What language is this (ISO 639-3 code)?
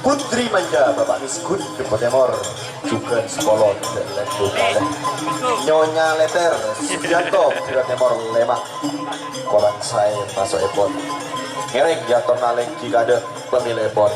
mad